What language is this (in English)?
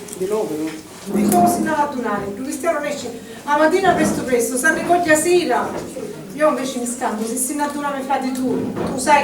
Sicilian